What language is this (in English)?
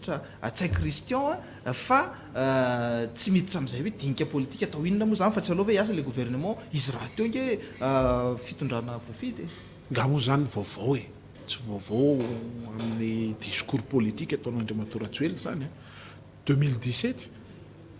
Malagasy